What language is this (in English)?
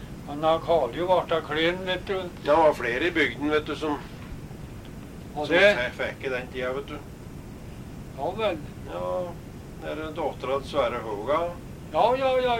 Norwegian